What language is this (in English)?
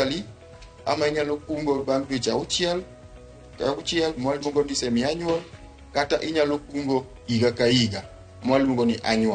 Luo (Kenya and Tanzania)